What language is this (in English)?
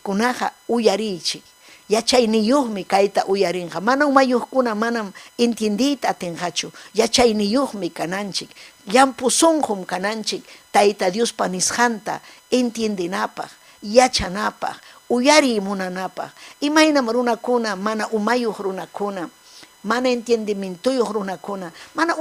Ayacucho Quechua